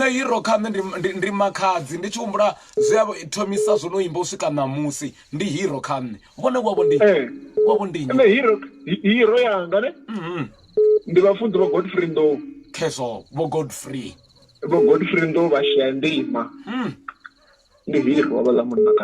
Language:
Venda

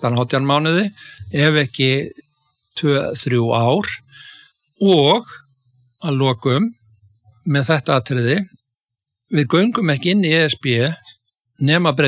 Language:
Icelandic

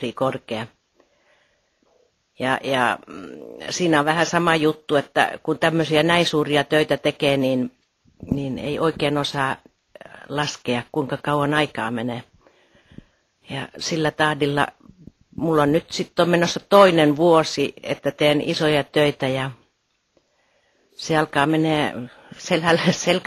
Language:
Finnish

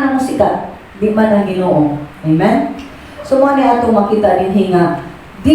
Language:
Cebuano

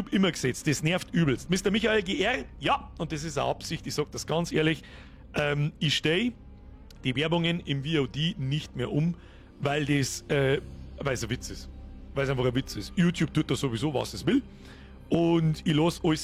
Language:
Bavarian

